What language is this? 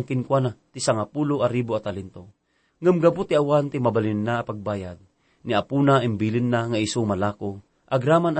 Iloko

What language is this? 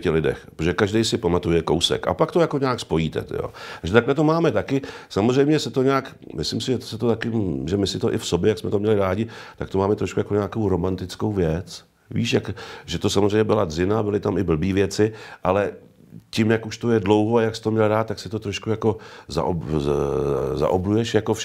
Czech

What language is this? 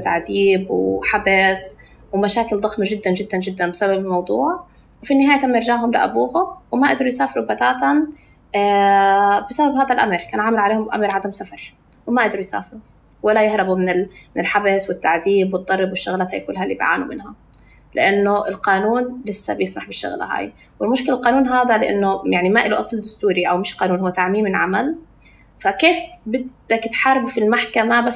North Levantine Arabic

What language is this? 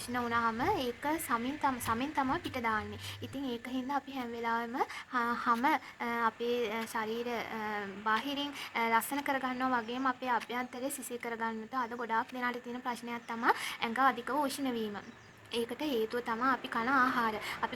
Sinhala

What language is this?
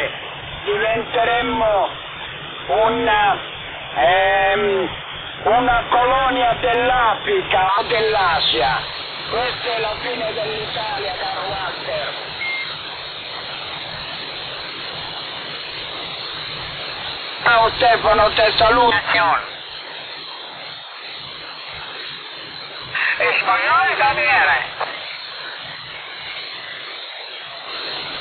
Italian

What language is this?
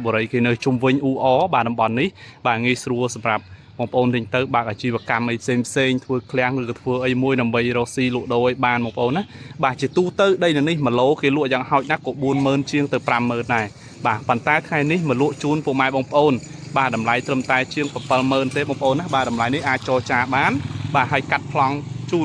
Khmer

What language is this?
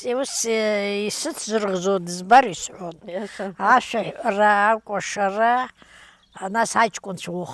Abkhazian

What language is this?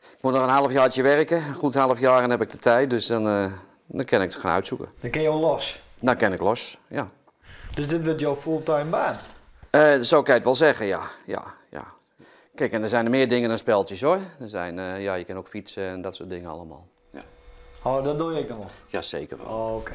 Western Frisian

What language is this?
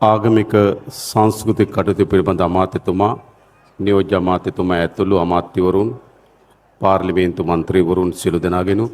Sinhala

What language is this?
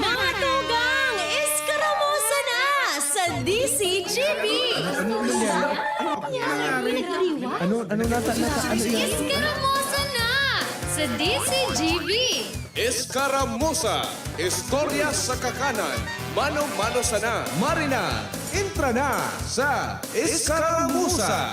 Bikol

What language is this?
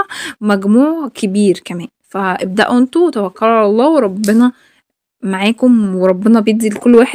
Egyptian Arabic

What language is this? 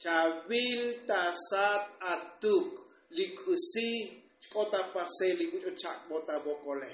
Tzotzil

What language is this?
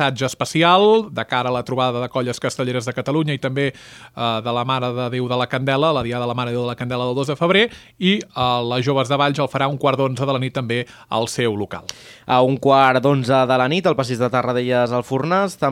Catalan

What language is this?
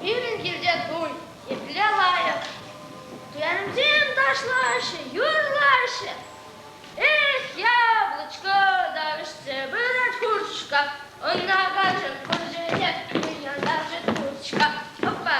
Chuvash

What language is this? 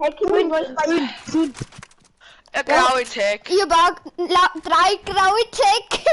Bavarian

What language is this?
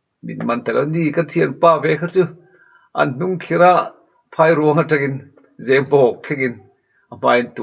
Mizo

